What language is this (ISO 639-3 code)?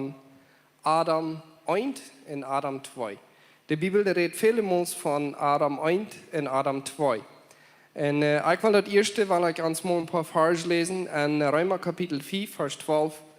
pdt